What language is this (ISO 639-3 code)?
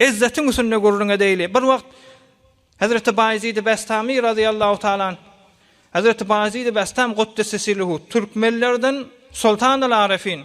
tuk